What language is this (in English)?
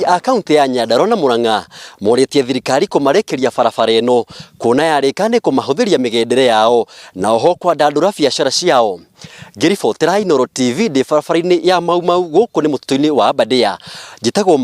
Kikuyu